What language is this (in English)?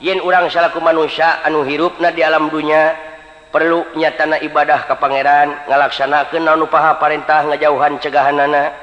Sundanese